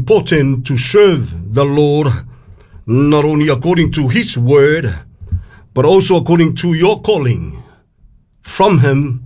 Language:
Samoan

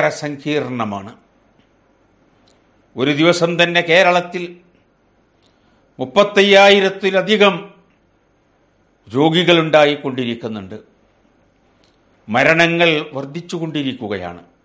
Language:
Malayalam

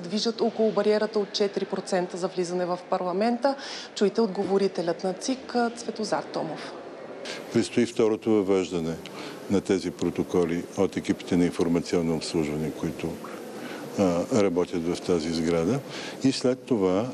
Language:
Bulgarian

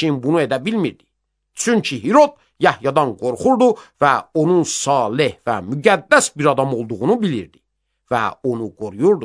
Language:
Azerbaijani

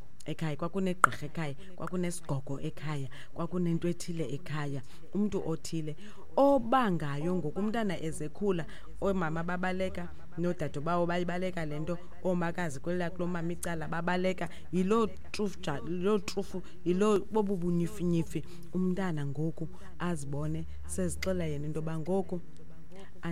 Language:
Xhosa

